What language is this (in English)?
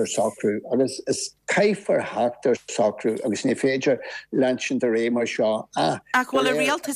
Irish